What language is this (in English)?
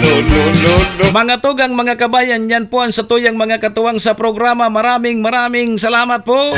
Bikol